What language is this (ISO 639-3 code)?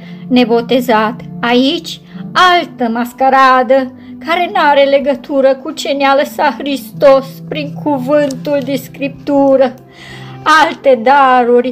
ron